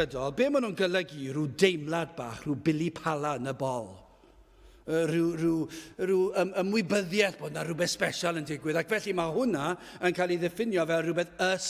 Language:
Welsh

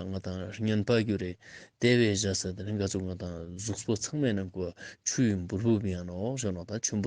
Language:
Ladakhi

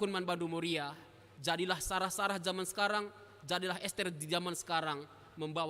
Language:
Batak Karo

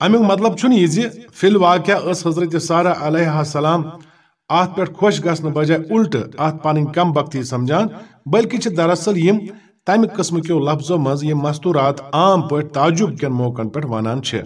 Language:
Kashmiri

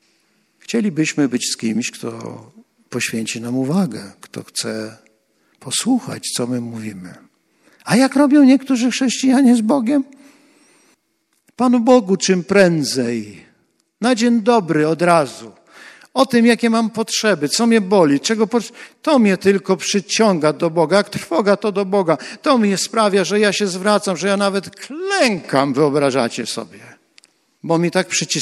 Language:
Polish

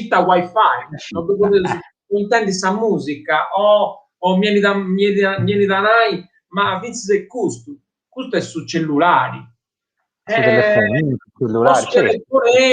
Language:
Sardinian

